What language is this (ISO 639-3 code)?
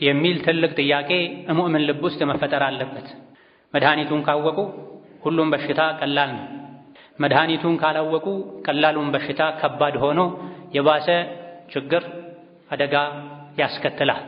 amh